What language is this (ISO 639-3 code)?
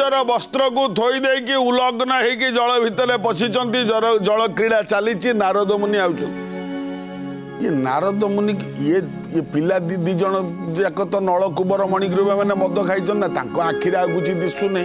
ori